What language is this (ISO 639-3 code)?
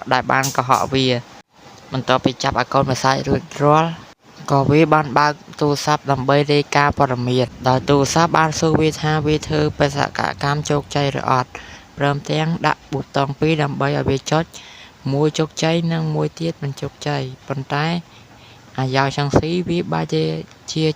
khm